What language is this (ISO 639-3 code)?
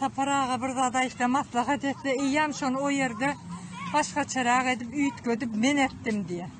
tuk